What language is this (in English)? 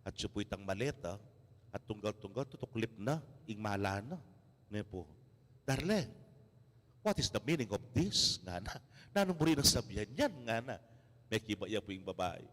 Pampanga